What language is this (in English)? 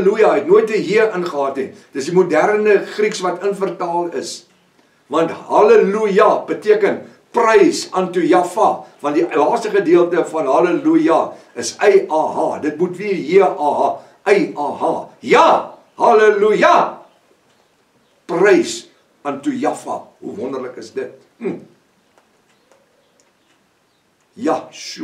Afrikaans